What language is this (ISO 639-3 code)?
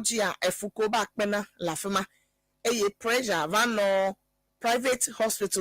ewe